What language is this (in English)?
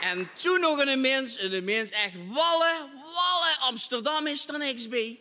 Limburgish